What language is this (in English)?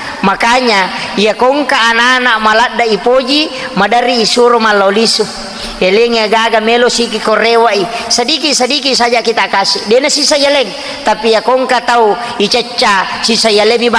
Buginese